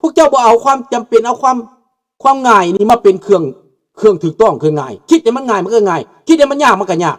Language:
Lao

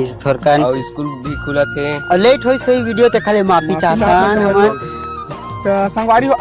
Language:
Chhattisgarhi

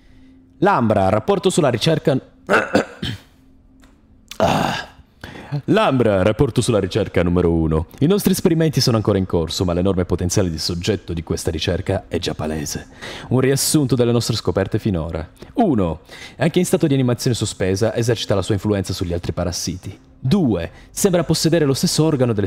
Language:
Italian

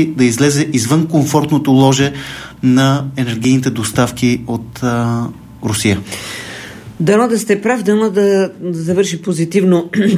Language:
Bulgarian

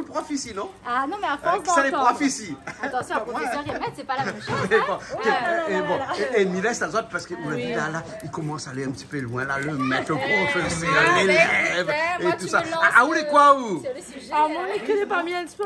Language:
Réunion Creole French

